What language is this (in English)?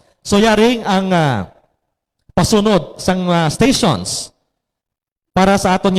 Hiligaynon